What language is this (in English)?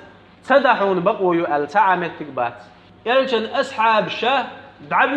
Chechen